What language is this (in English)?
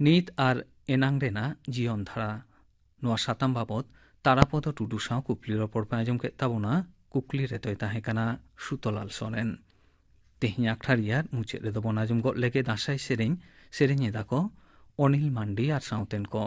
Santali